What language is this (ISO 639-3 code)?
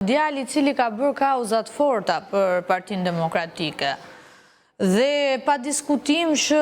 sqi